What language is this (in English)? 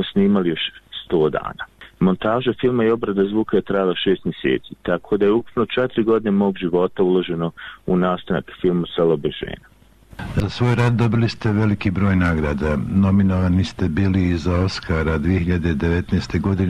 Bosnian